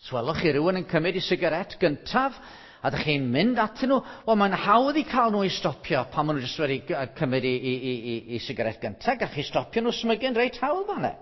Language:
Welsh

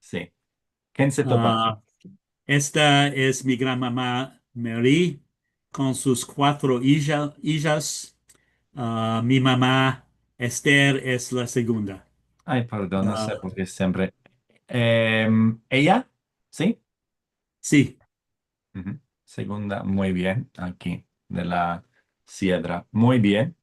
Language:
Ladino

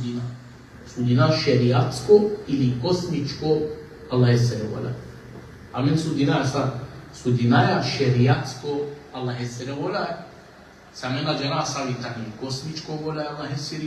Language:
Balkan Romani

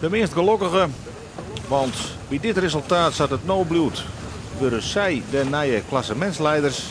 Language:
Western Frisian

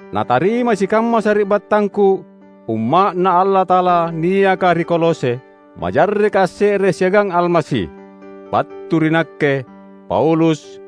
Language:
Makasar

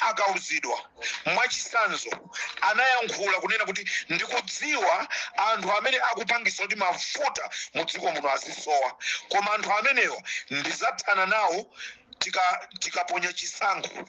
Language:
Nyanja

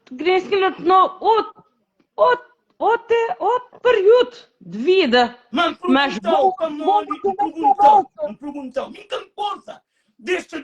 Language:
Kabuverdianu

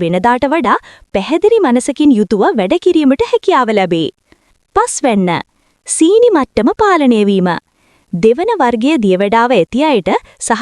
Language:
Sinhala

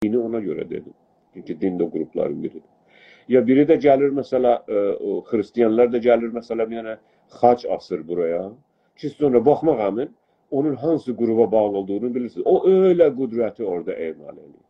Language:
South Azerbaijani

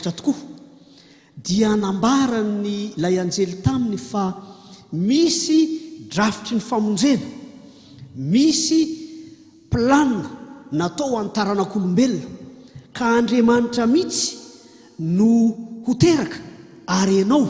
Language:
Malagasy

